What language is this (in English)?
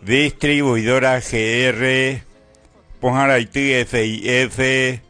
Guarani